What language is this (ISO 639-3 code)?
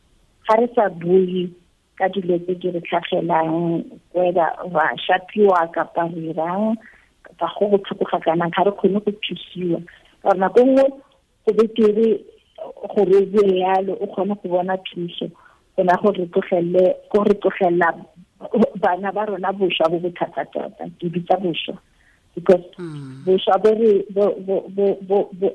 tsn